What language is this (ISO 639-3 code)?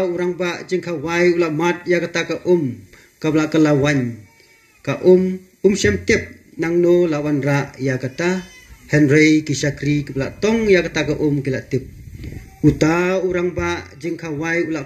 kha